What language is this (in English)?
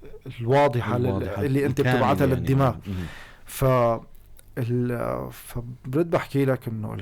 North Levantine Arabic